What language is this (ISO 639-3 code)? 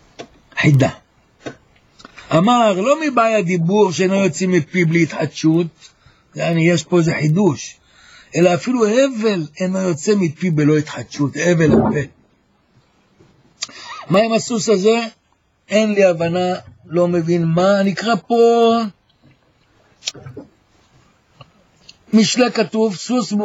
heb